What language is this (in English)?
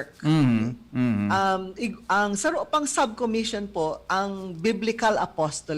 Bikol